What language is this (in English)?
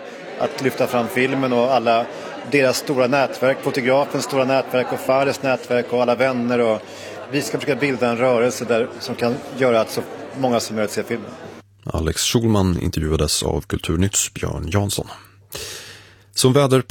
Swedish